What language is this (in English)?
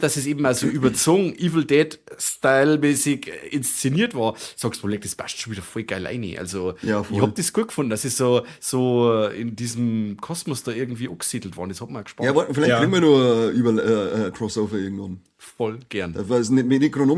Bavarian